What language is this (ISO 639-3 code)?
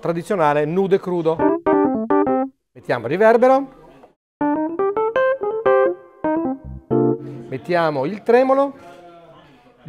ita